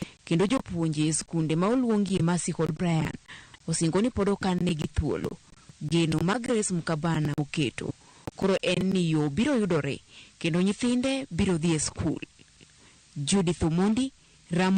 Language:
Luo (Kenya and Tanzania)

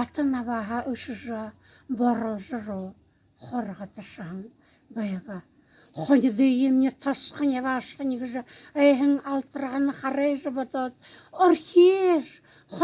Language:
Buriat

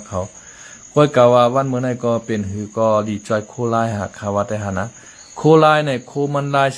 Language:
Shan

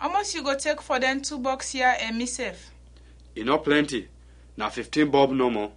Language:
Krio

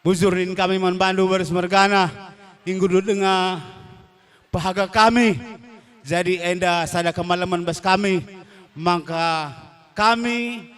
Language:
Batak Karo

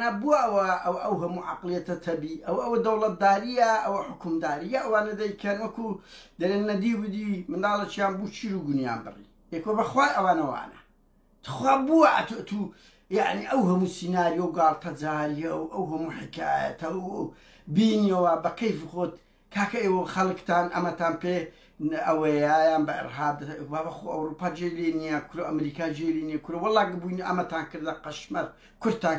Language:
Central Kurdish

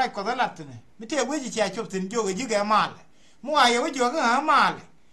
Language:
Nuer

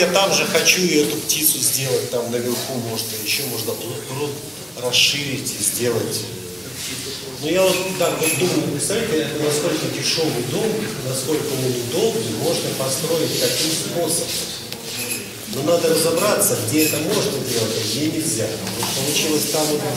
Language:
Russian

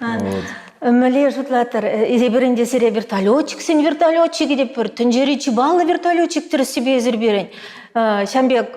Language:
Chuvash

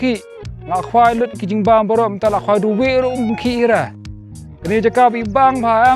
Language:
Khasi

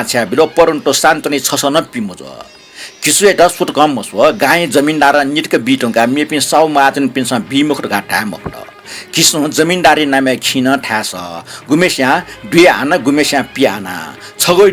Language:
Newari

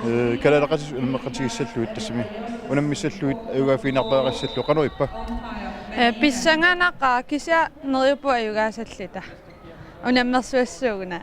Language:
Kalaallisut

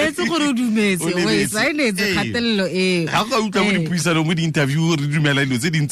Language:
Tswana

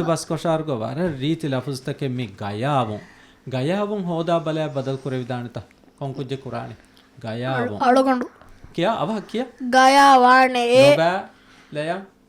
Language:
Divehi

